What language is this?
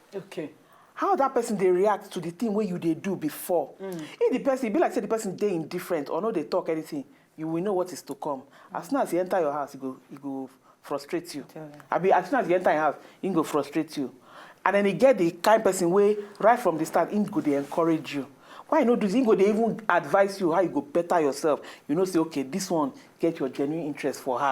Nigerian Pidgin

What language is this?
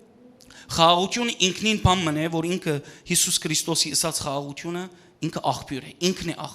Western Armenian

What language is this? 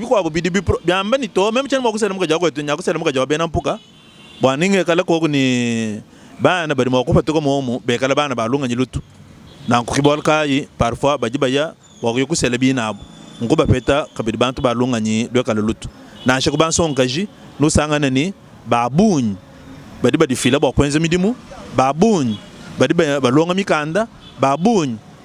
Luba-Lulua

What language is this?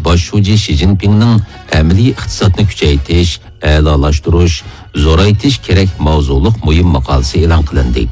Uyghur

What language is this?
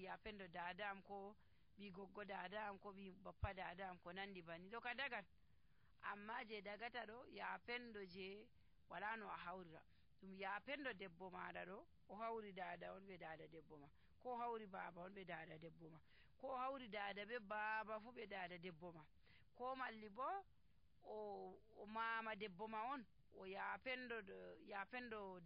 Nigerian Fulfulde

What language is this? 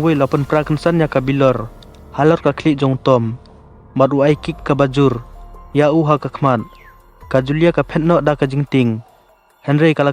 Khasi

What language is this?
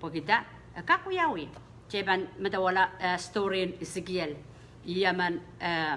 Pohnpeian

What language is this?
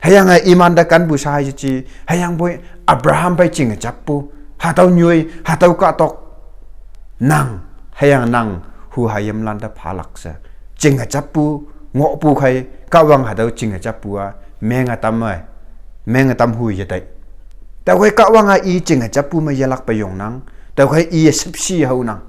Konyak Naga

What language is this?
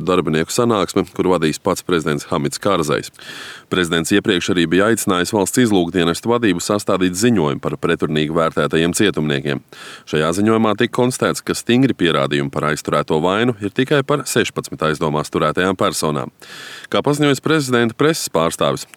Latvian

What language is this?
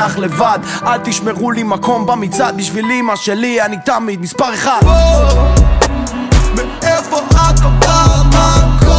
Hebrew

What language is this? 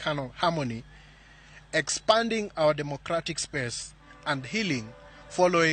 Luo (Kenya and Tanzania)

